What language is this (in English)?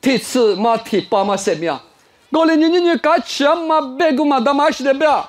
Lisu